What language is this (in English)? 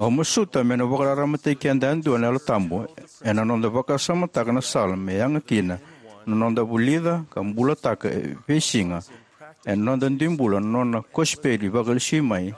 Fijian